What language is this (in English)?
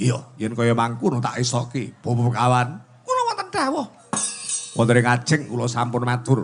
Javanese